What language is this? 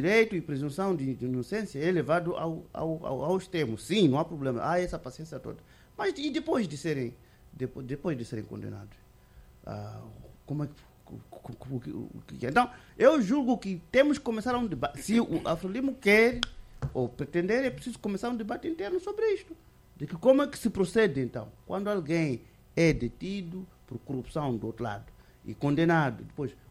Portuguese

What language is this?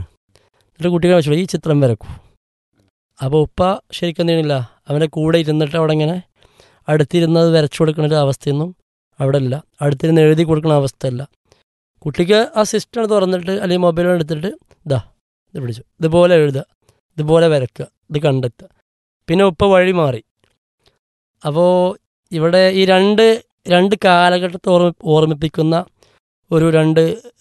Malayalam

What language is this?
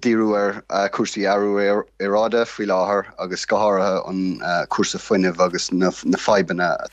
Irish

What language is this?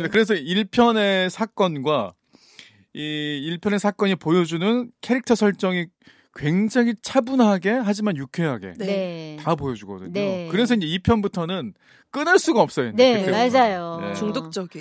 Korean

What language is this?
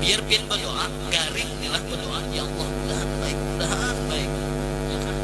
Banjar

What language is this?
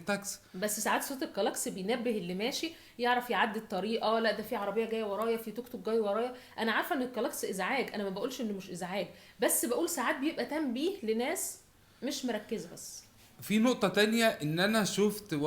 Egyptian Arabic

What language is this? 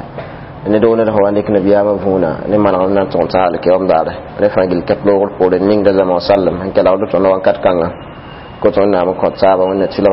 Mossi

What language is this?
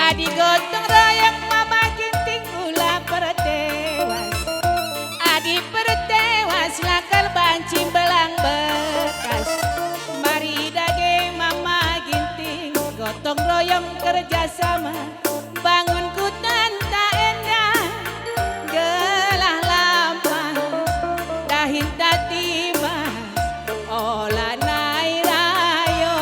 Batak Karo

